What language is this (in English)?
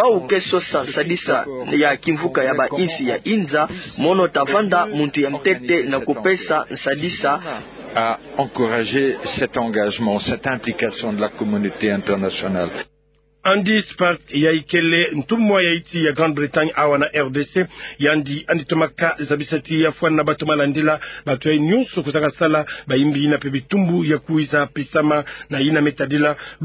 Kituba (Democratic Republic of Congo)